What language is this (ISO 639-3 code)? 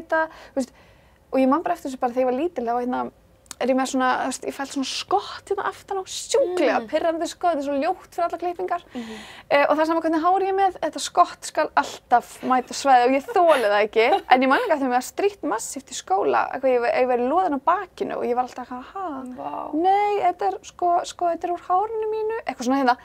isl